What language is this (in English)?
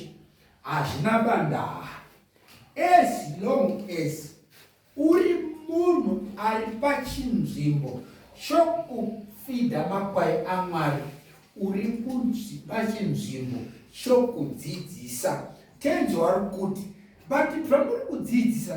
Shona